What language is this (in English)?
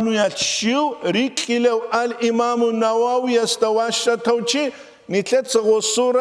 Avaric